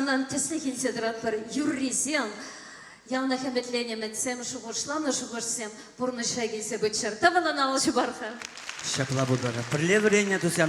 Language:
Chuvash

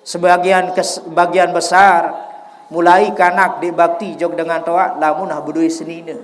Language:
Sasak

